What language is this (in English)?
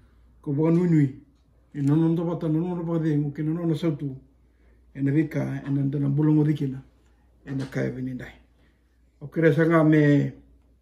Fijian